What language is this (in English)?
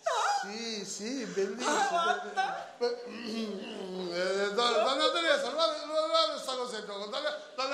Sicilian